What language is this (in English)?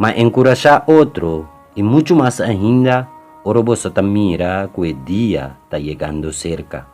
Papiamento